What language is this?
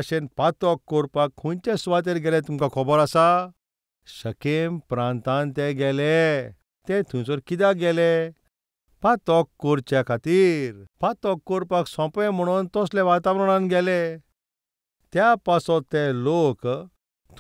Konkani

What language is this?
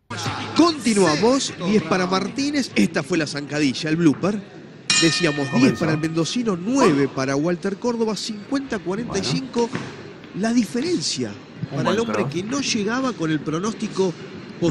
Spanish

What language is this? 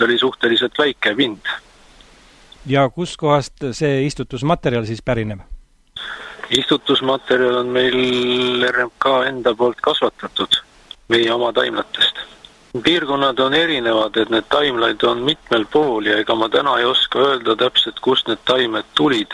Estonian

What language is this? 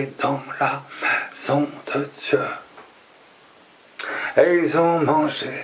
French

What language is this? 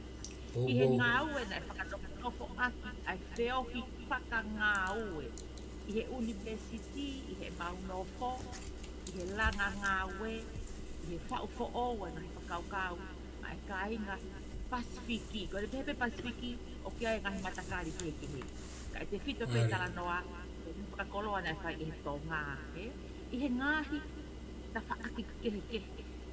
Tongan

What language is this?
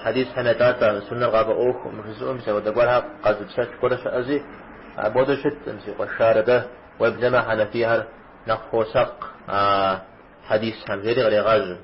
Kabardian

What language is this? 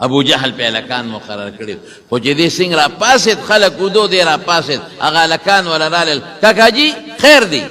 Pashto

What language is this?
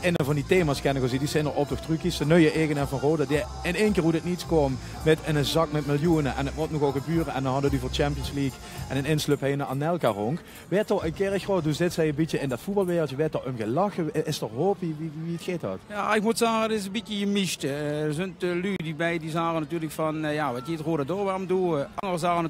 Limburgish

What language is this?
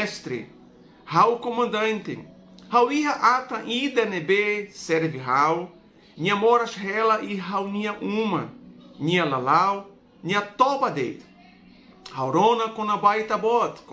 Tetum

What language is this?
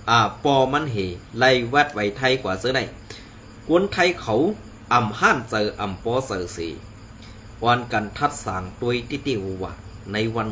Shan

